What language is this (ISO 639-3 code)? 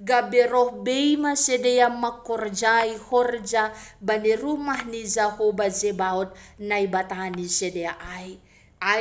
bts